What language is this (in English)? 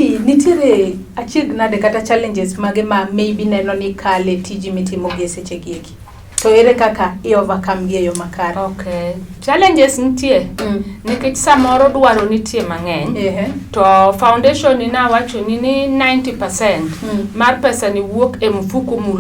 Luo (Kenya and Tanzania)